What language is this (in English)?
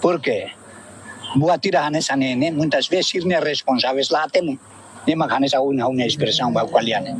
Tetum